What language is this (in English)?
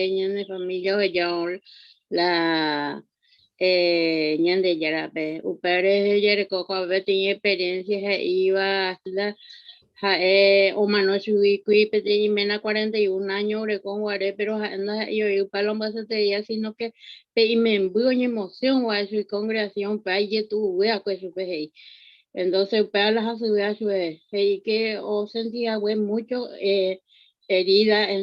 Guarani